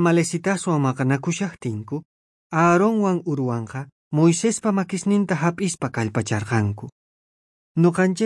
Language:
South Bolivian Quechua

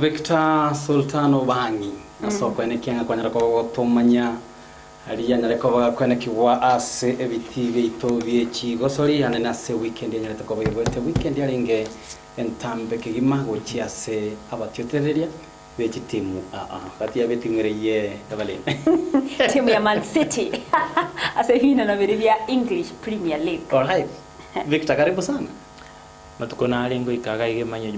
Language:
Gusii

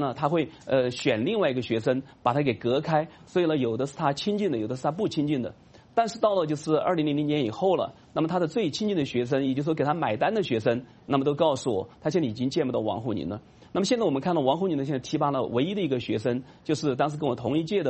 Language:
Chinese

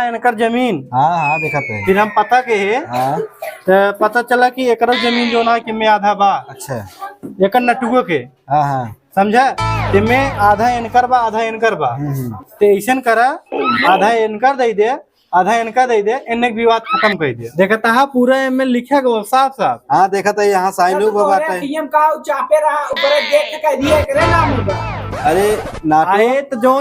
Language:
Awadhi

